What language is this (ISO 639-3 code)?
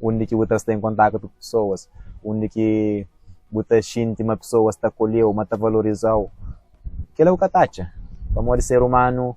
kea